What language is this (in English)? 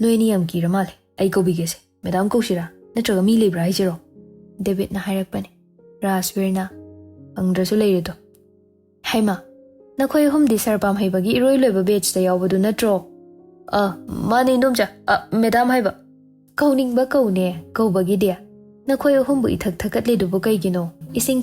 Manipuri